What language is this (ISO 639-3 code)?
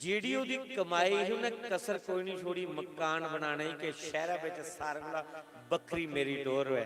doi